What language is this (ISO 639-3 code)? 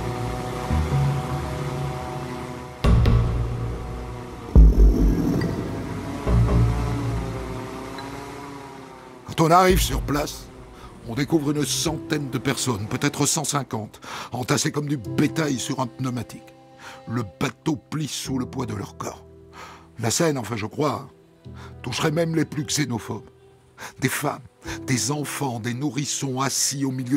fra